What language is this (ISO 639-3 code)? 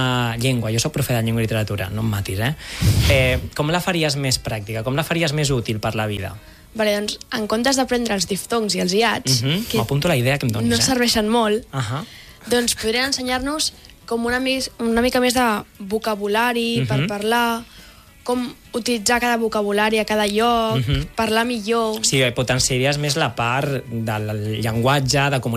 cat